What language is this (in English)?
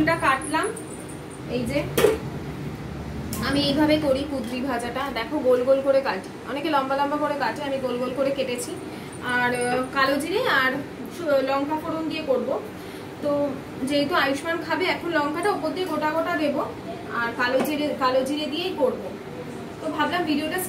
Bangla